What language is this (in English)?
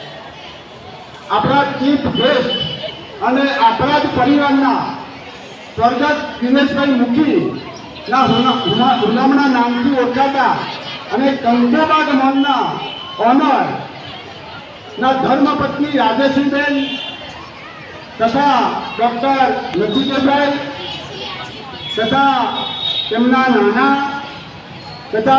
Gujarati